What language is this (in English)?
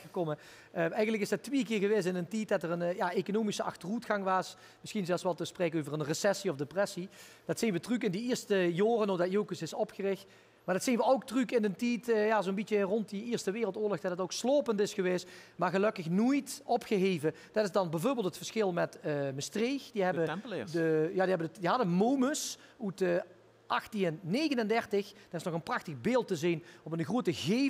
Limburgish